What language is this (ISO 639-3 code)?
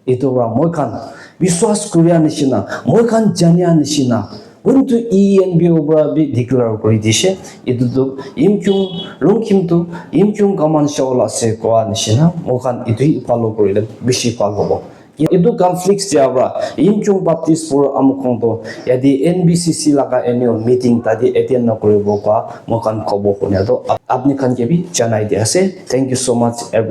nag